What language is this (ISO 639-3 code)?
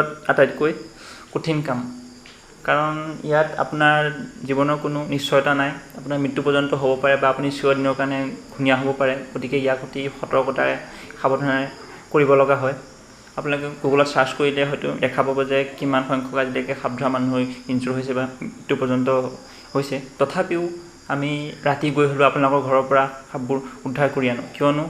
asm